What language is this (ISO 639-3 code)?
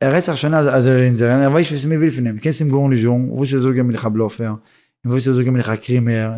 yid